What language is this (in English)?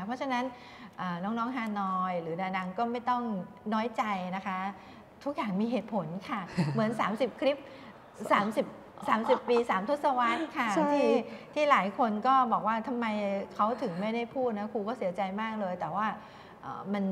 Thai